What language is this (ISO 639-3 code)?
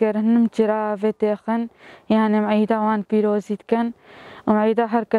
kur